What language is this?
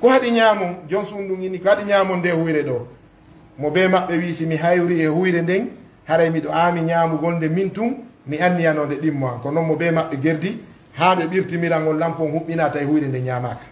Fula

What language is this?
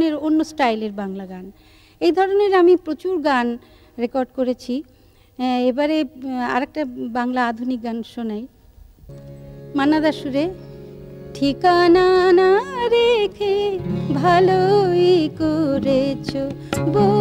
Bangla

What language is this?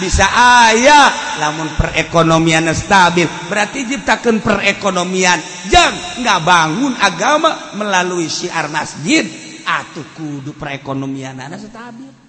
Sundanese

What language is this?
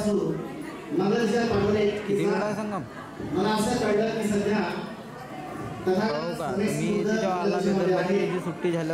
Marathi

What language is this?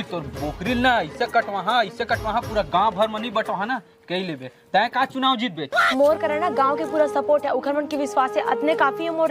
Chhattisgarhi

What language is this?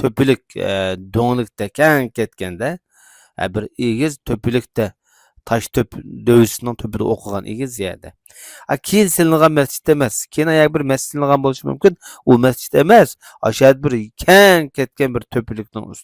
Uyghur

